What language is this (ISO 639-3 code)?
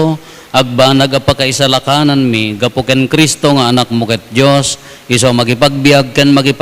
ilo